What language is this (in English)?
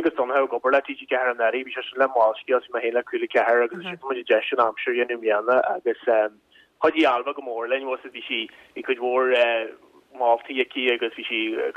Irish